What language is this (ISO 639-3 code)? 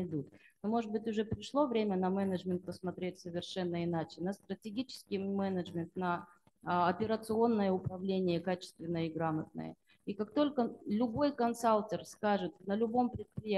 rus